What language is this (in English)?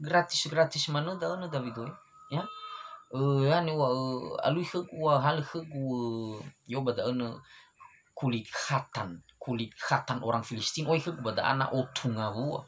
Nias